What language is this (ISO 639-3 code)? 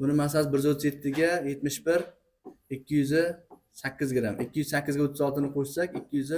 uzb